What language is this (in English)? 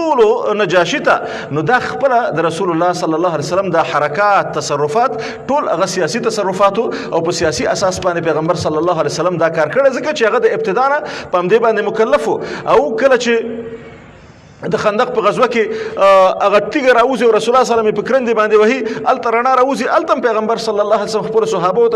Pashto